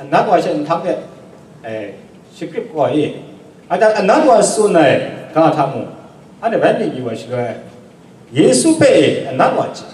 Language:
Kachin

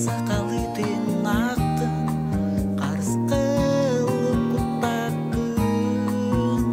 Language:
Yakut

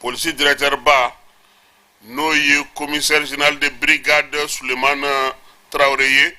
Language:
Bambara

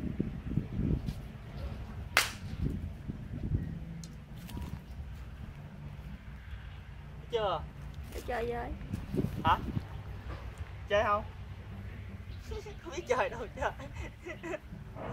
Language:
Vietnamese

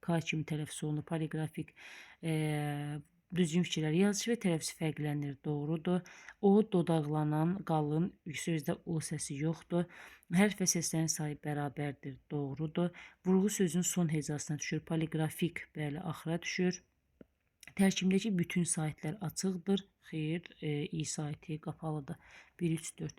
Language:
Azerbaijani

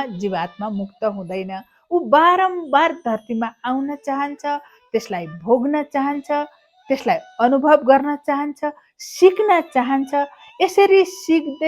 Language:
Nepali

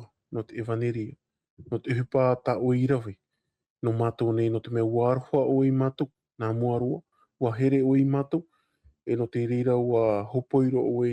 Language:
Tahitian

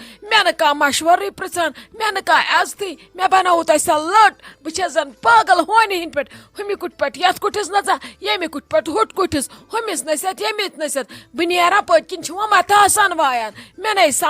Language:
Kashmiri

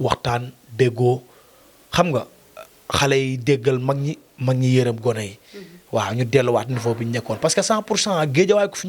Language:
Wolof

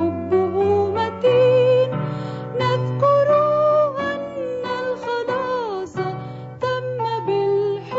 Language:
Arabic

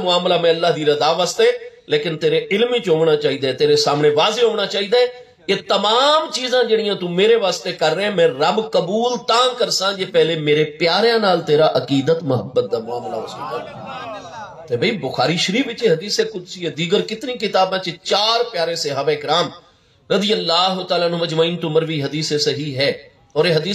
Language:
Saraiki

